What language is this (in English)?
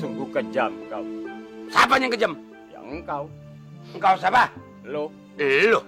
Betawi